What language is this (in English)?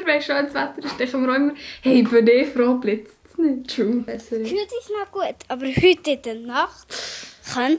Swiss German